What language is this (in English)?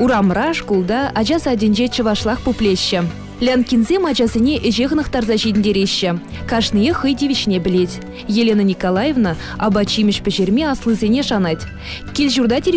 Chuvash